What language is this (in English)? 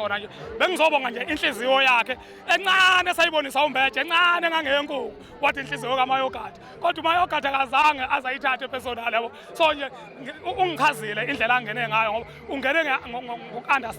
Zulu